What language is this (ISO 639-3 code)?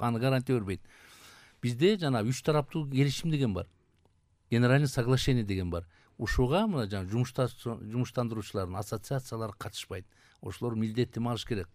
kir